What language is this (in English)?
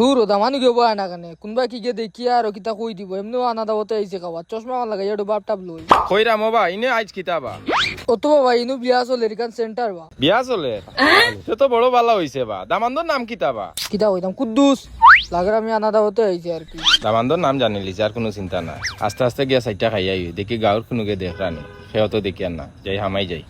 Sylheti